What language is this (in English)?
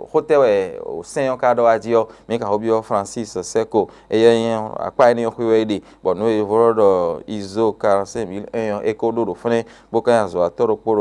Fon